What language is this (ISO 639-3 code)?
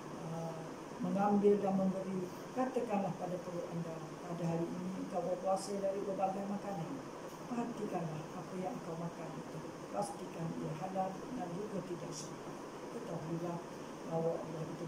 msa